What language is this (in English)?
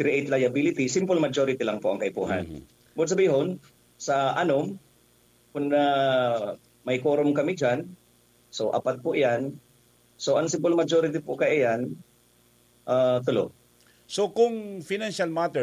Bikol